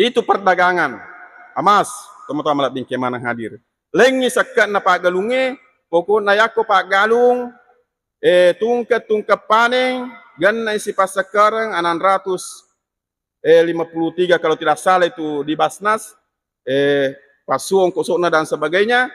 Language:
Buginese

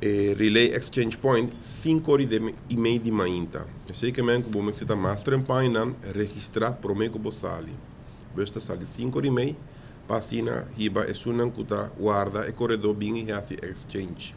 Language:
Papiamento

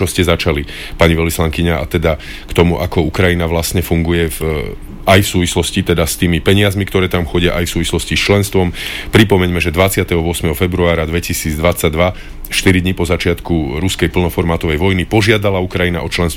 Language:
Slovak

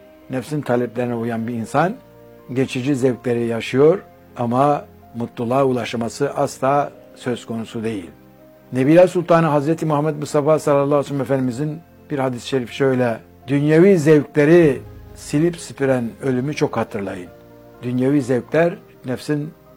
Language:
Turkish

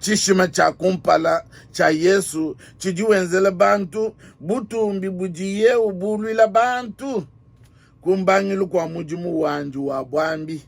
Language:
Luba-Lulua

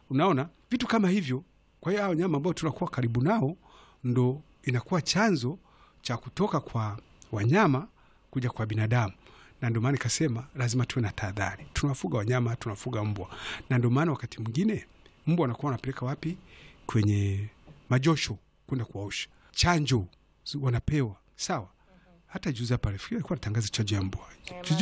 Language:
Swahili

